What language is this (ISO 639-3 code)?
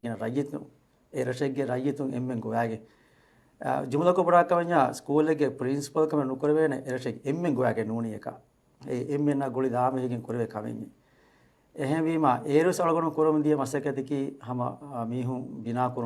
div